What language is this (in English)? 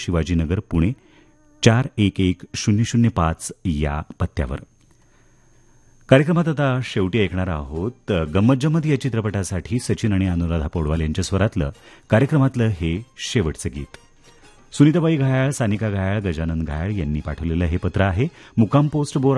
Marathi